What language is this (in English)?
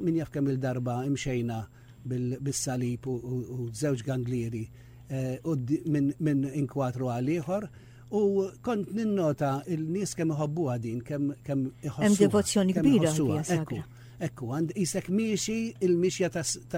Maltese